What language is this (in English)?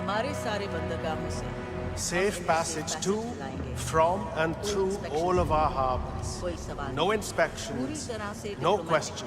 Bavarian